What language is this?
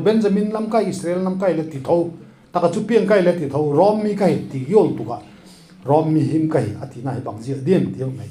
Vaiphei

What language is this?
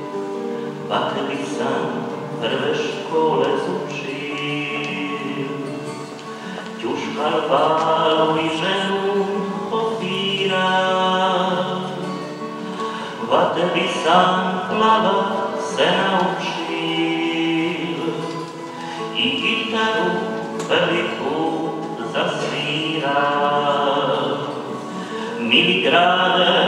Chakavian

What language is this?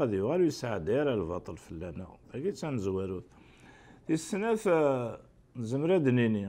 Kabyle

